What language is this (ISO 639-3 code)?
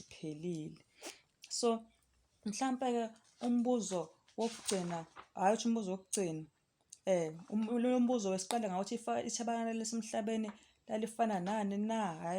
zul